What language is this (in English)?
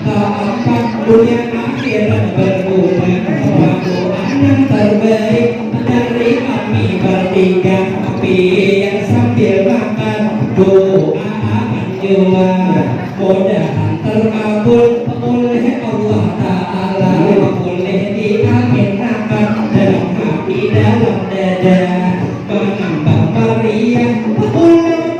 Banjar